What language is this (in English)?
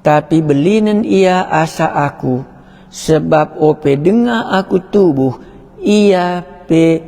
Batak Karo